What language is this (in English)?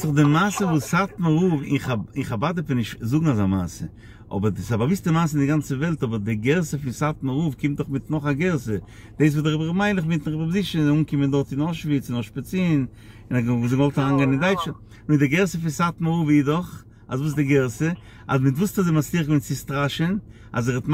Yiddish